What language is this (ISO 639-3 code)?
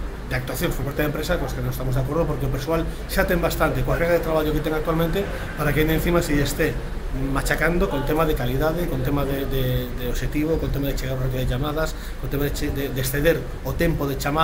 glg